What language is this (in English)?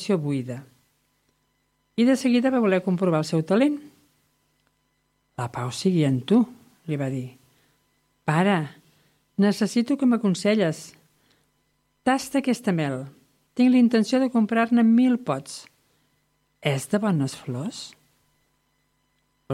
Catalan